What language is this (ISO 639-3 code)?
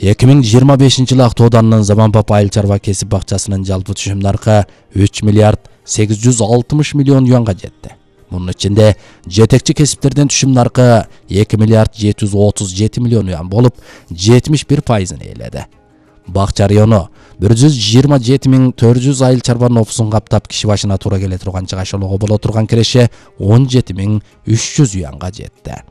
kir